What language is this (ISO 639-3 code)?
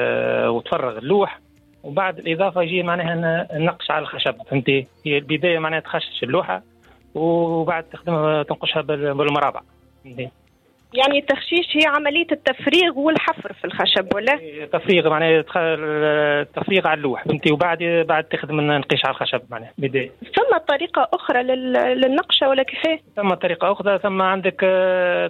aeb